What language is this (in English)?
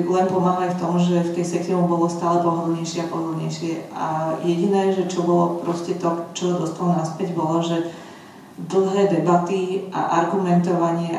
Slovak